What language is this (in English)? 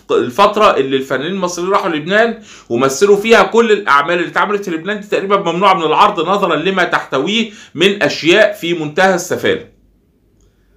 Egyptian Arabic